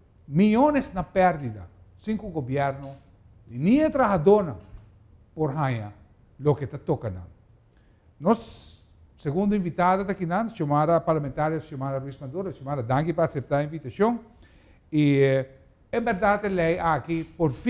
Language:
Papiamento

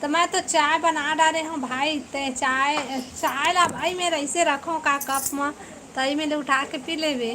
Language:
Chhattisgarhi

